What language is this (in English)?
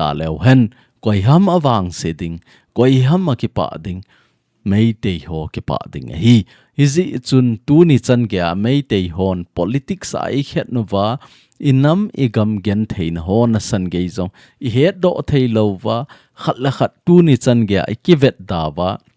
Thado Chin